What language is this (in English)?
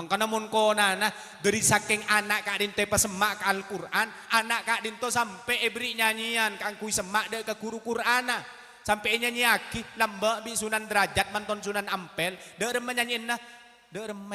Madurese